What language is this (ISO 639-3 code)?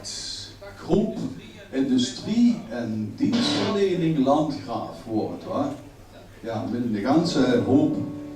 lim